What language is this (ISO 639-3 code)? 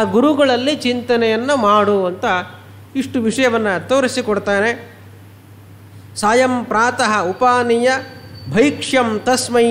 kan